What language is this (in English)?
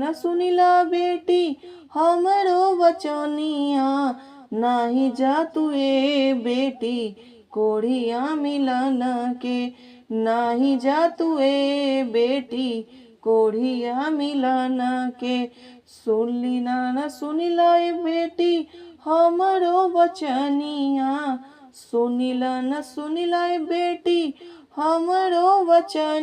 Bhojpuri